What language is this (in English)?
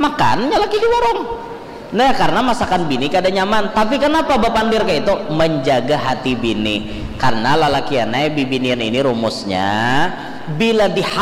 Banjar